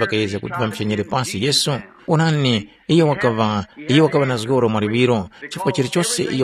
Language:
Tumbuka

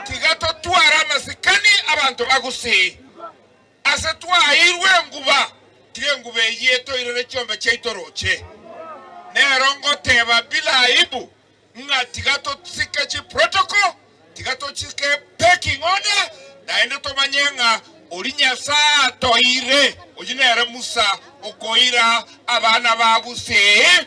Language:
Gusii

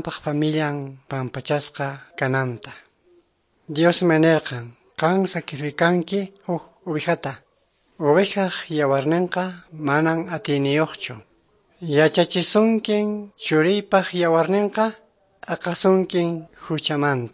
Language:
Quechua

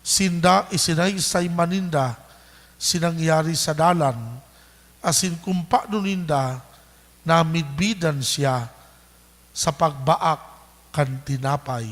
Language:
Bikol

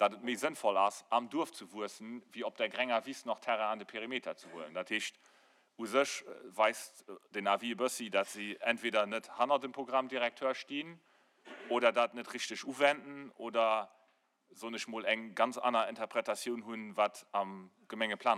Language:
Luxembourgish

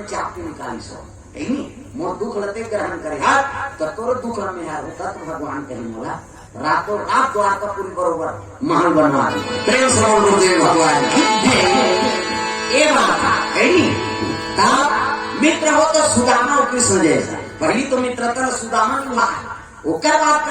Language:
Chhattisgarhi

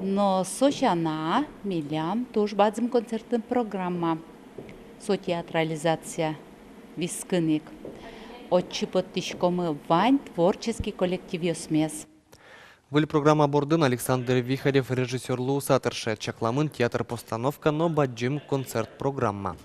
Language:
Udmurt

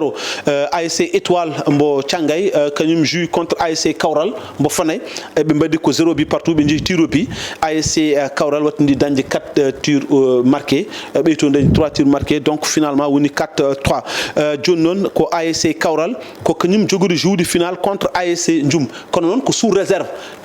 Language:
Fula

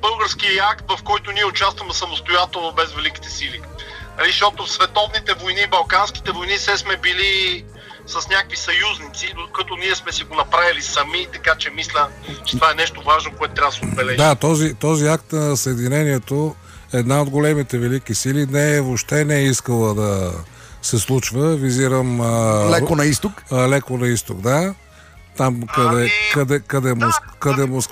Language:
Bulgarian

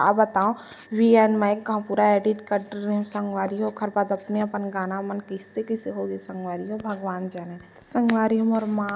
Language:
Chhattisgarhi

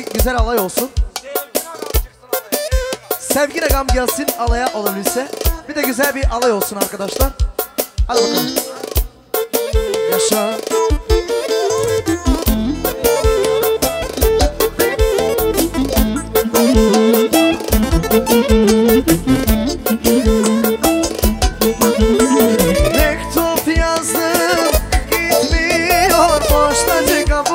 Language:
Turkish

